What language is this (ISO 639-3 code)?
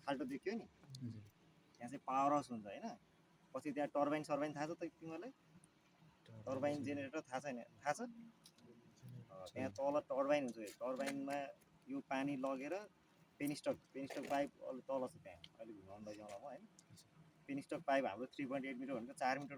nep